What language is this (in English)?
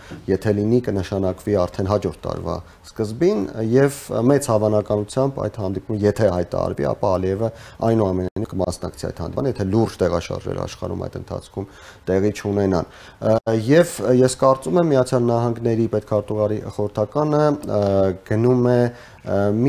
Armenian